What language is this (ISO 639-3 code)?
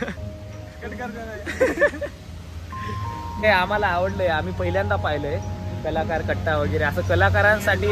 mar